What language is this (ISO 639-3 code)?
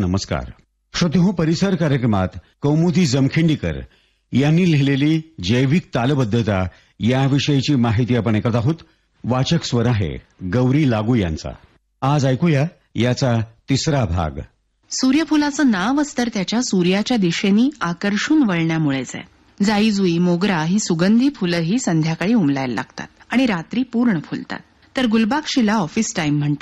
mar